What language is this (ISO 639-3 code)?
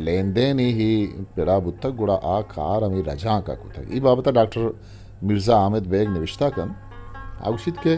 bgp